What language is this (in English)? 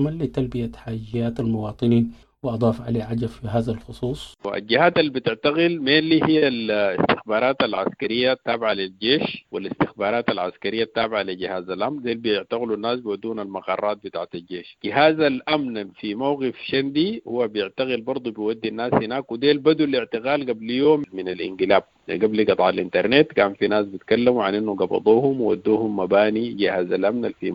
Sudanese Arabic